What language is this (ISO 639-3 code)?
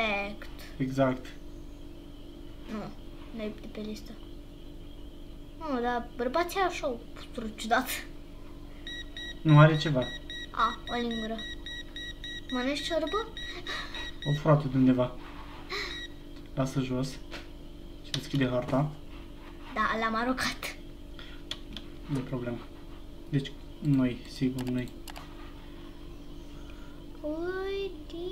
ron